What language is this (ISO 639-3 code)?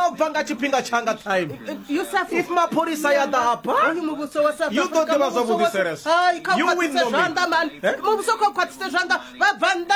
ven